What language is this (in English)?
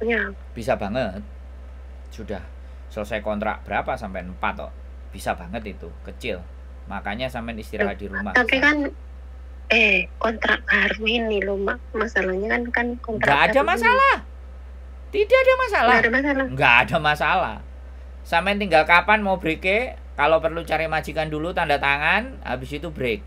Musi